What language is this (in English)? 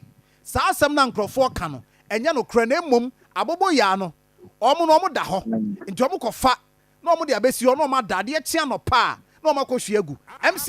Akan